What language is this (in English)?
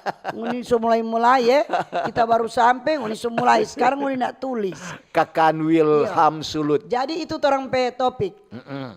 Manado Malay